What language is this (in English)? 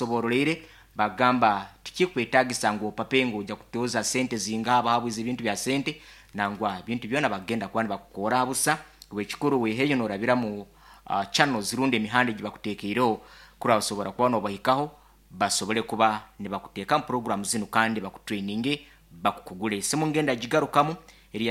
Nyankole